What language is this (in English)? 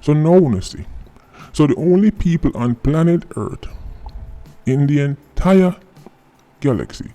Jamaican Creole English